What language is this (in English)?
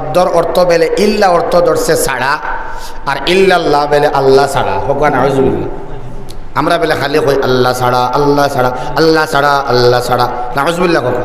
Sylheti